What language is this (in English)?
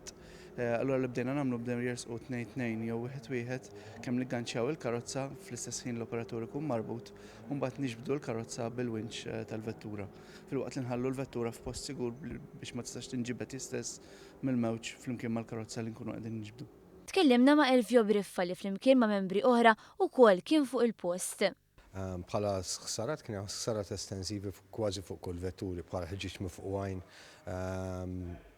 Maltese